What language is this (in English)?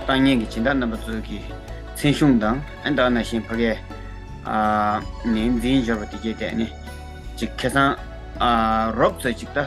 Tibetan